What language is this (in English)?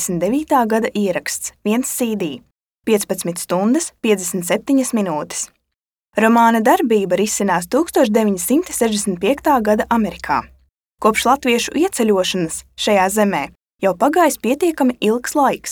Latvian